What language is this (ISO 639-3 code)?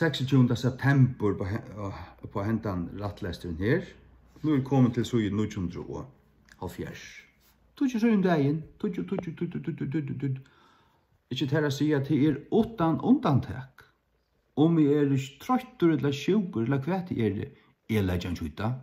fao